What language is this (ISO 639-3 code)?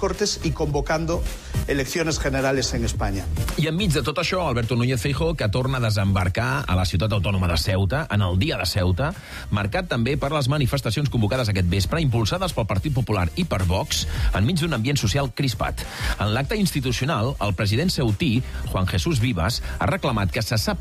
cat